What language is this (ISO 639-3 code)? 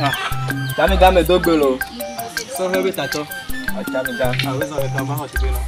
ewe